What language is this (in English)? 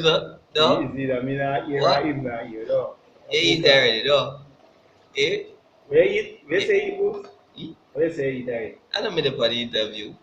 Jamaican Creole English